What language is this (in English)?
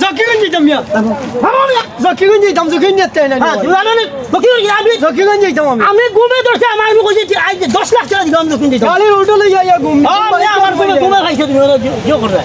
Sylheti